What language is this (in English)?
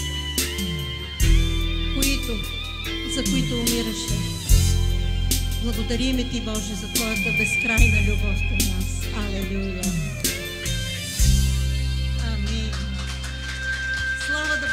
Bulgarian